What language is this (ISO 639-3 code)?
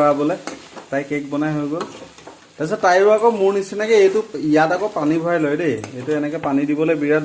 asm